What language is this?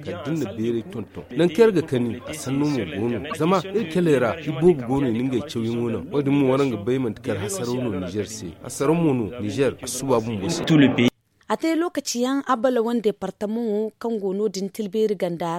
Zarma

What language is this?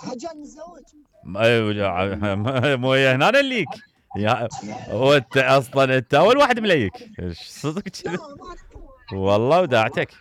Mesopotamian Arabic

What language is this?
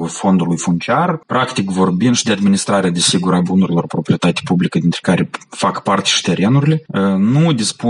Romanian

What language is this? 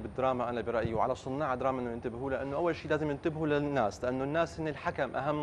North Levantine Arabic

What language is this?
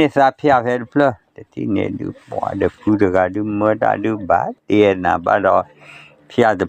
S'gaw Karen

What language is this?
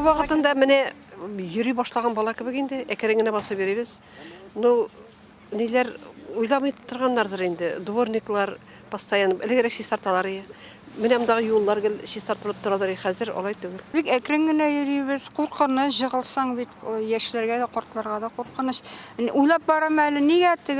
Tatar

